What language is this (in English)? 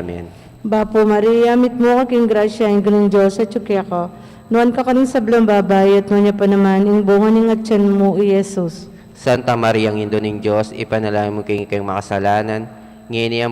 Pampanga